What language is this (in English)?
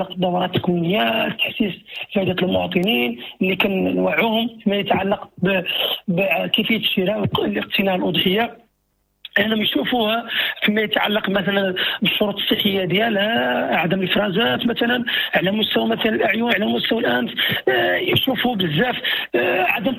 Moroccan Arabic